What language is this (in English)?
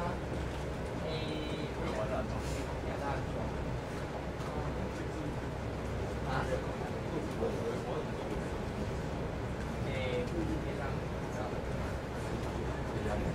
Chinese